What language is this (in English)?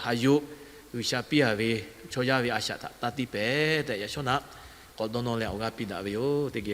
Lahu